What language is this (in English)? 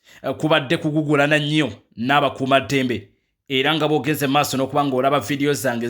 Ganda